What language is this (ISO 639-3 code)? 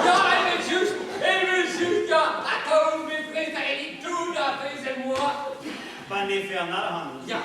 bre